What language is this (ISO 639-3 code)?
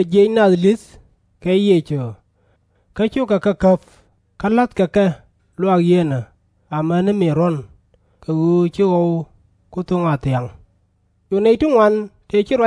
nus